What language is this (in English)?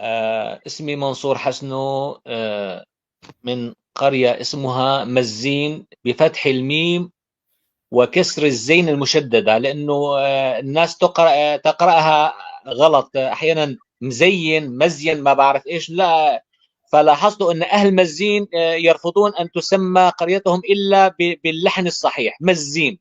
North Levantine Arabic